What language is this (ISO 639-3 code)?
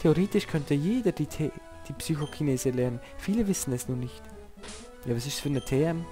gsw